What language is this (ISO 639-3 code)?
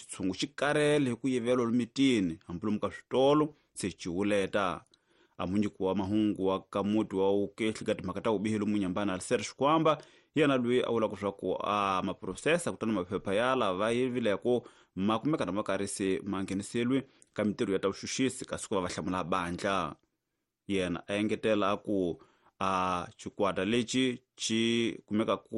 tso